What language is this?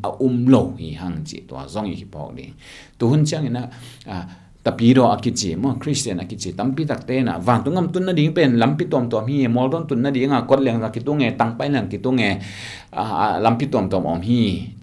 Tedim Chin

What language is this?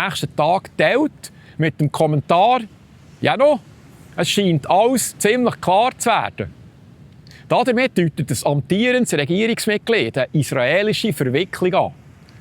Swiss German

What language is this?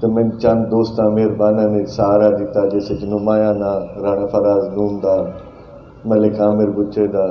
Saraiki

